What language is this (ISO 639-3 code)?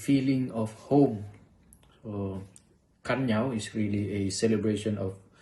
ilo